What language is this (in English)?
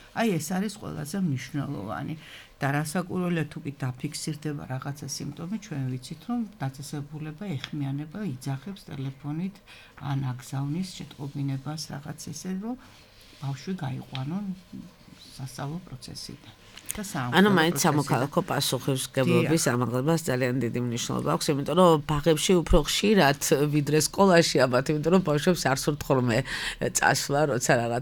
Georgian